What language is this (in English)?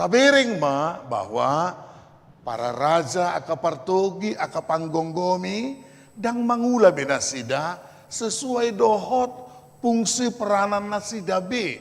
Batak Toba